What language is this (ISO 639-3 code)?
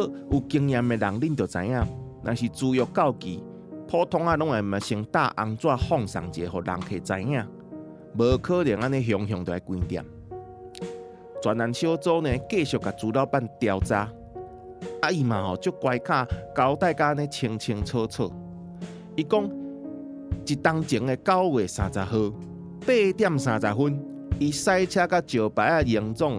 nan